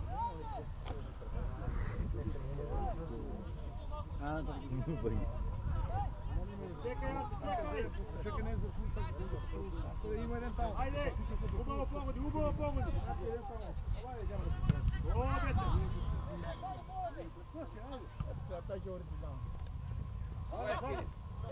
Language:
Macedonian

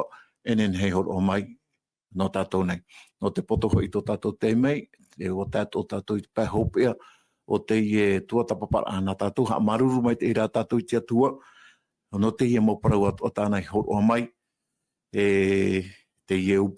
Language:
Tahitian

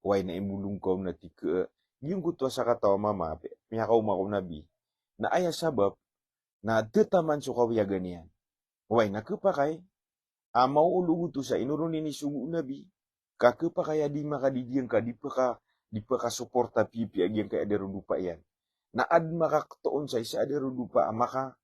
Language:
Maranao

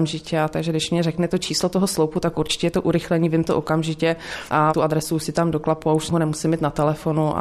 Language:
Czech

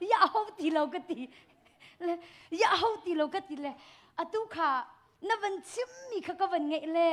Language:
Hakha Chin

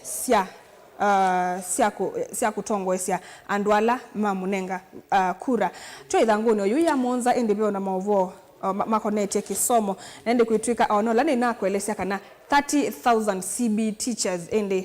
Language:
Kamba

